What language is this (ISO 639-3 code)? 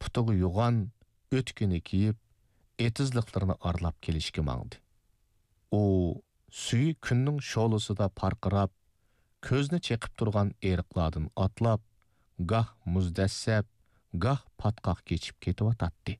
uig